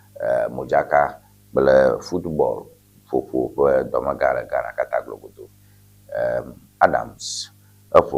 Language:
Ewe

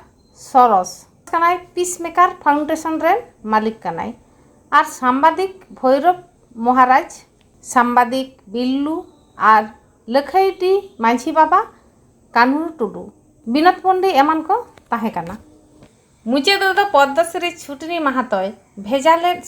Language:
Santali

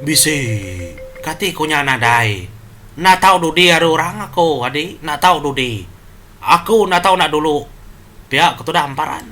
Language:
Iban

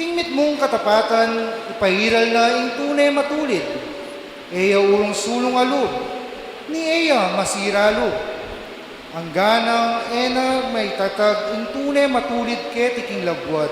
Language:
Pampanga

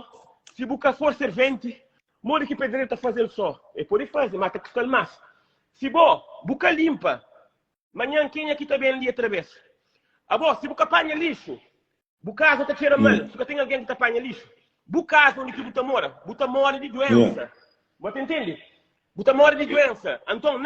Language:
Kabuverdianu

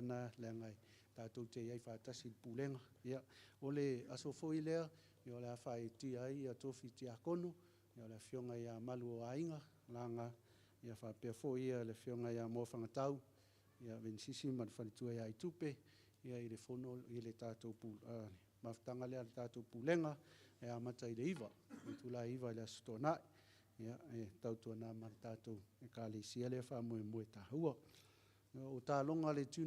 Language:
Samoan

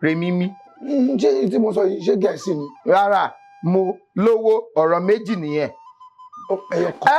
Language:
Yoruba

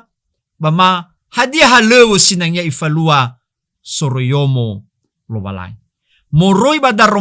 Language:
Nias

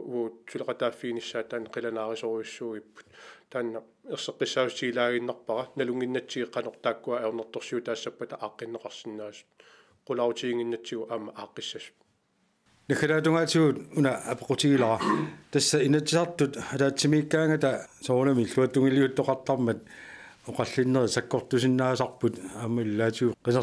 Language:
Kalaallisut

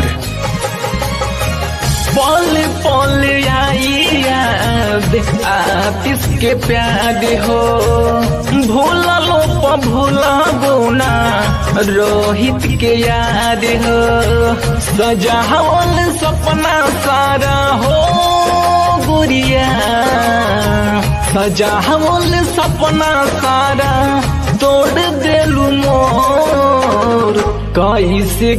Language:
Bhojpuri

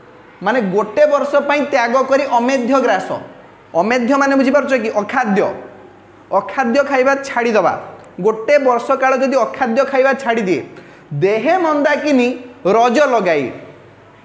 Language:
Odia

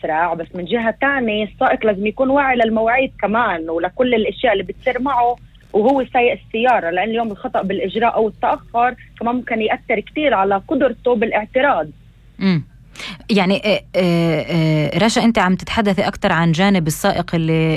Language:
North Levantine Arabic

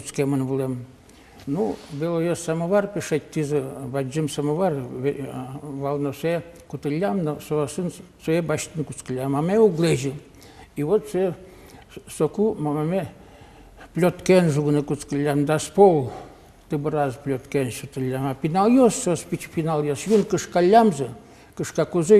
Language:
Udmurt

